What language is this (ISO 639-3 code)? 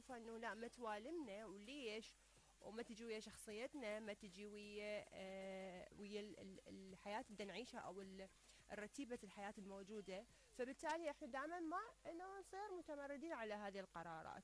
acm